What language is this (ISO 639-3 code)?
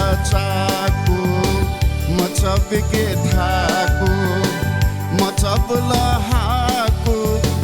new